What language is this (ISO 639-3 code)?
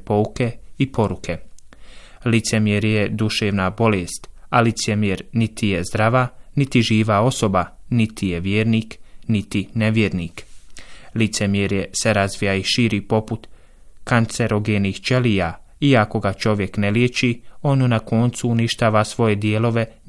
bos